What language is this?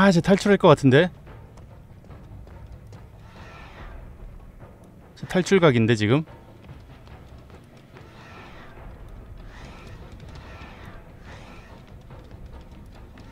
Korean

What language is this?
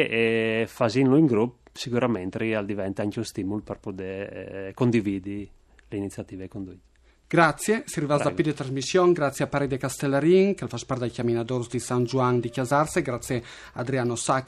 Friulian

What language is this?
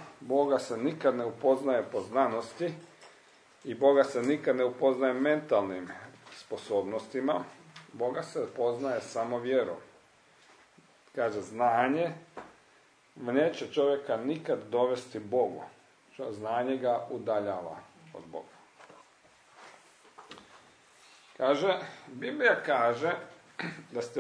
Croatian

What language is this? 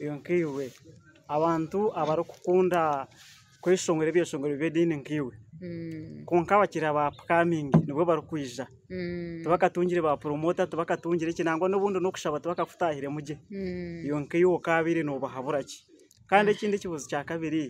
Nyankole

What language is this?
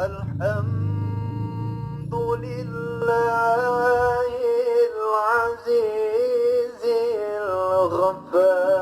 Betawi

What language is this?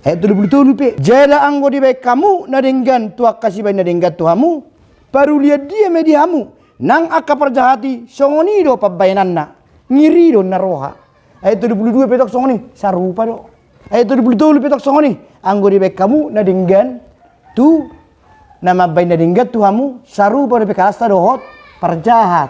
Batak Toba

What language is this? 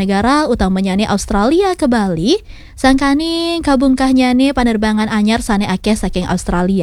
Balinese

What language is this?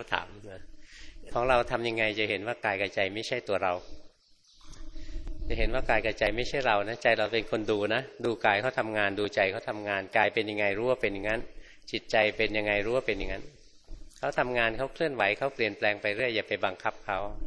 Thai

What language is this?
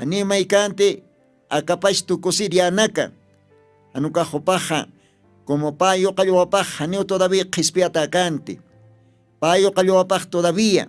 Aymara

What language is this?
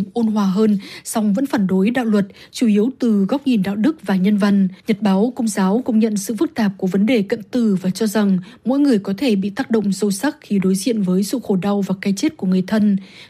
Vietnamese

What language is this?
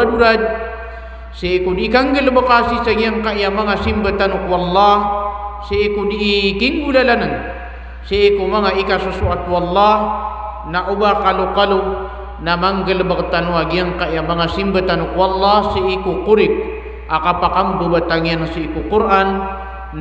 Maranao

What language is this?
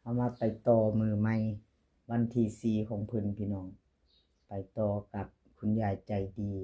Northeastern Thai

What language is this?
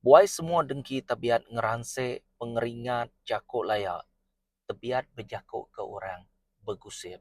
Iban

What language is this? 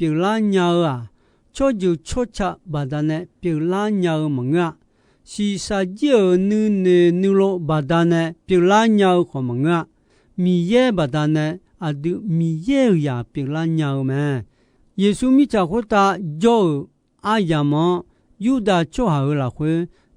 Akha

